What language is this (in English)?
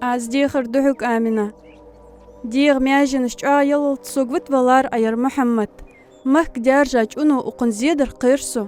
Ingush